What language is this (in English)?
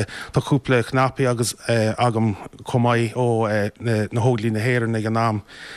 Irish